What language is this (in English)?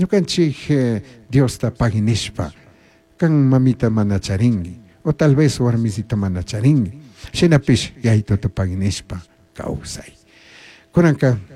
Chimborazo Highland Quichua